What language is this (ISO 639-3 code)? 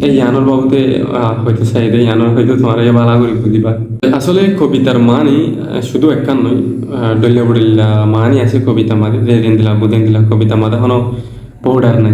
rhg